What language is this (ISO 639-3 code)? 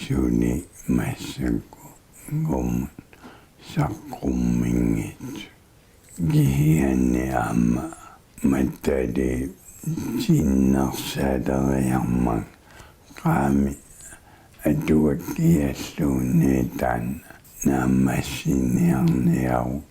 kal